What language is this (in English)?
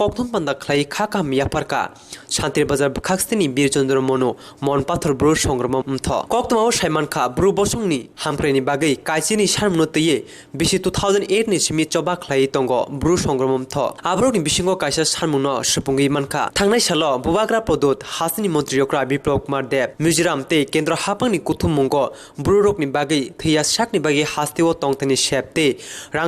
Kok Borok